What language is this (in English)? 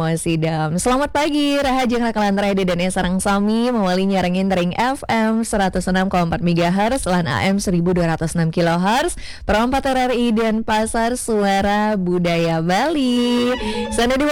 Balinese